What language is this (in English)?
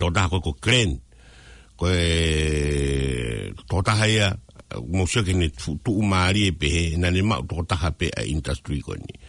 Tongan